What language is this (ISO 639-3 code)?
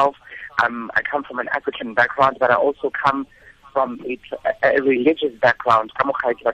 tsn